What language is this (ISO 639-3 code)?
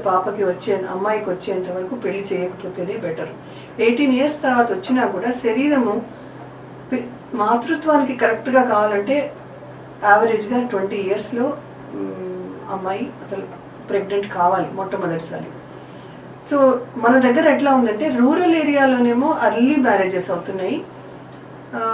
tel